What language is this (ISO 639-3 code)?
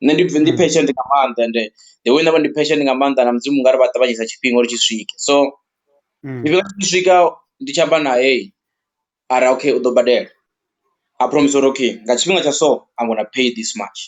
ven